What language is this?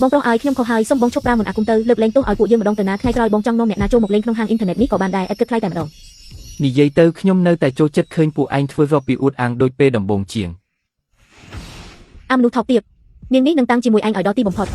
Khmer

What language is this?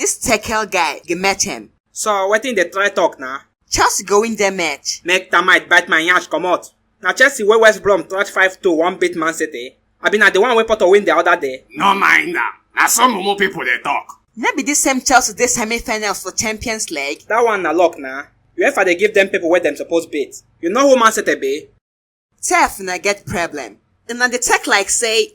Nigerian Pidgin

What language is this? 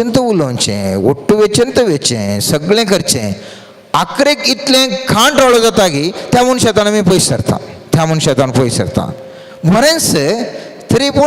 Konkani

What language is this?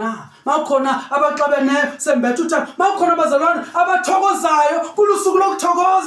Zulu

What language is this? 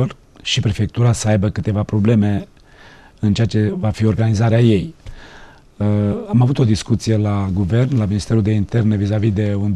Romanian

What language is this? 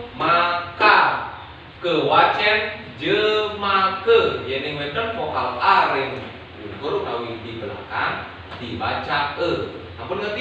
Balinese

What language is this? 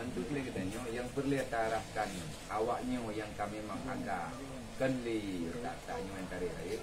Achinese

